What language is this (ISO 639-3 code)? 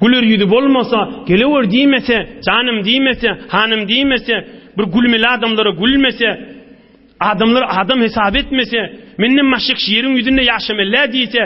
tuk